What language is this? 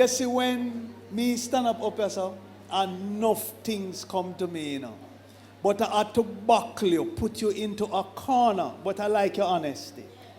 Jamaican Creole English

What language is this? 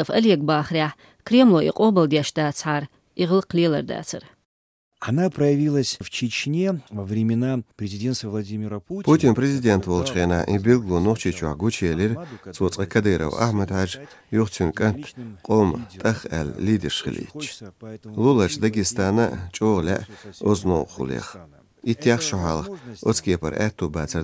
Chechen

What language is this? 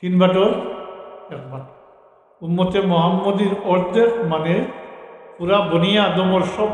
Sylheti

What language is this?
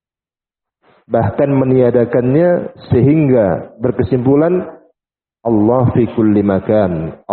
Indonesian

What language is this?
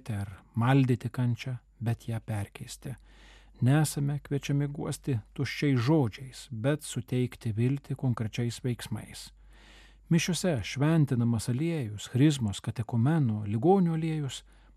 Lithuanian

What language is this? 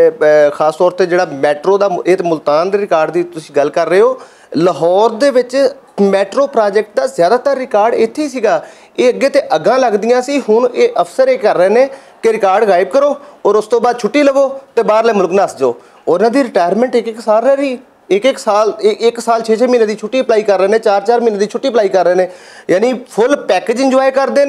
Western Panjabi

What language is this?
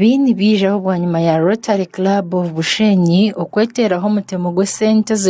Nyankole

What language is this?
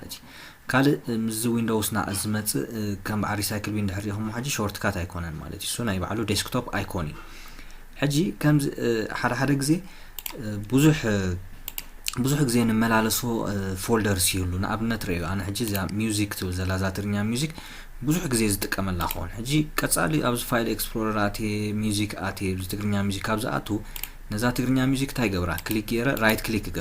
Tigrinya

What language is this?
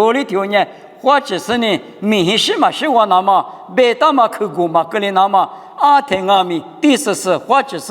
Lisu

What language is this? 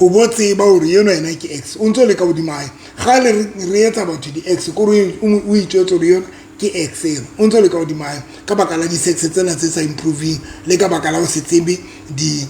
Southern Sotho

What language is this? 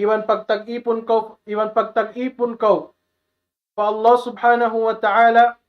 Tausug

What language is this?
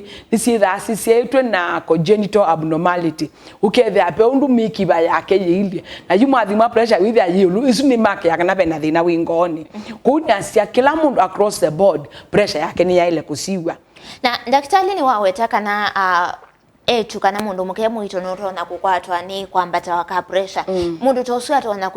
Kamba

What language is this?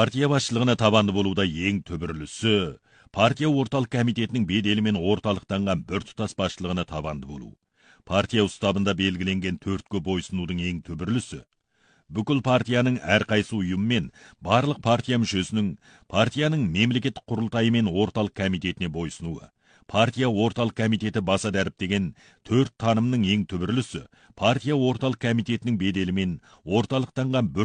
Kazakh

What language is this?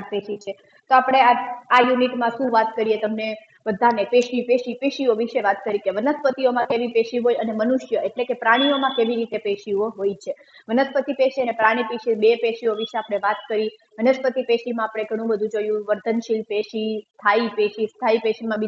Gujarati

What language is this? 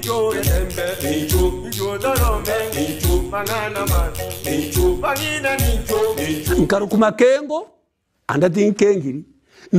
Gusii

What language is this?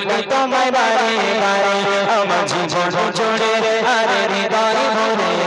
Bangla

